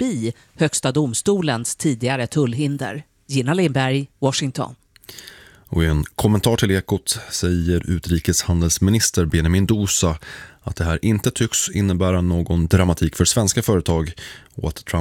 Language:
Swedish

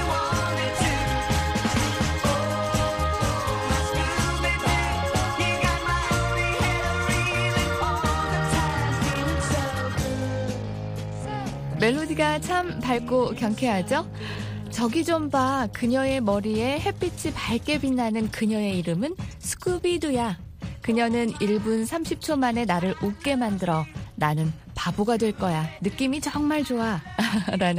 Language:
Korean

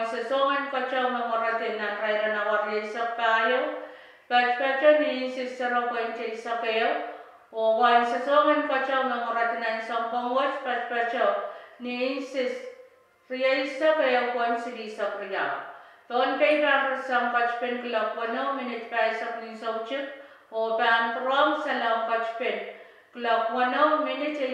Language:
Pohnpeian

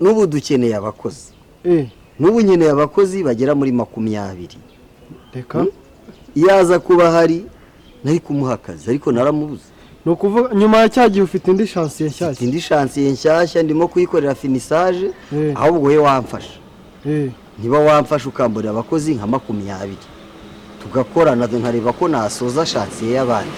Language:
Kinyarwanda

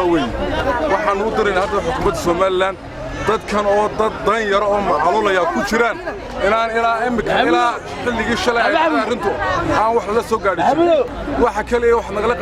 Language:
Somali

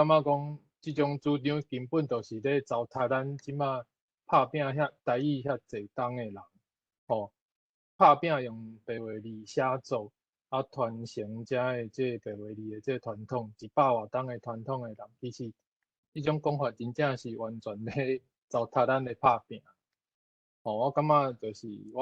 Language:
Min Nan Chinese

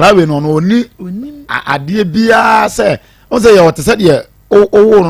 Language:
Akan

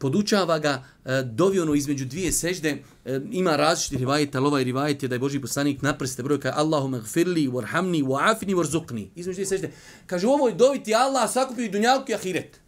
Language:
Bosnian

